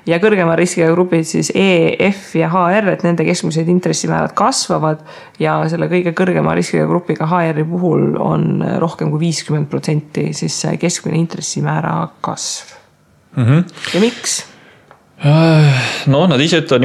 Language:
Estonian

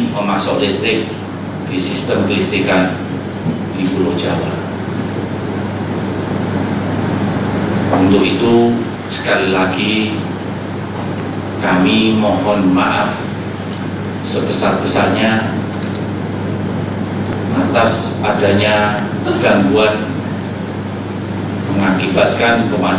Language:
Indonesian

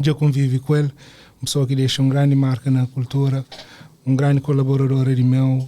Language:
Kabuverdianu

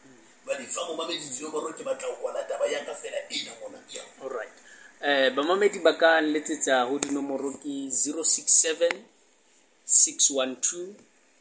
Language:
Southern Sotho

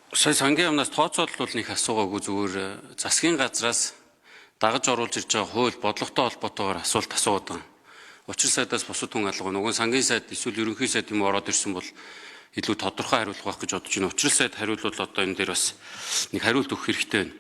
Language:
Mongolian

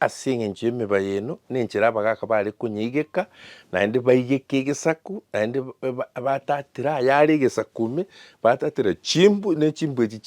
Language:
Gusii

